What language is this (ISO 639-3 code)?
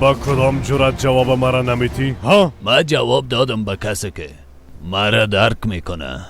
fas